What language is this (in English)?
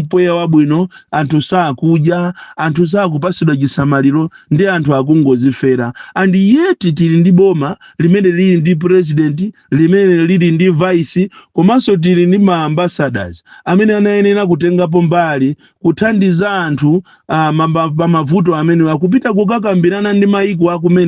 Nyanja